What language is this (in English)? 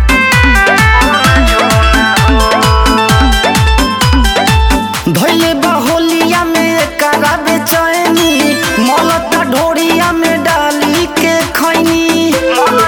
Bhojpuri